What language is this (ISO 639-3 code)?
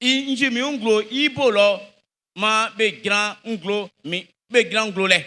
bci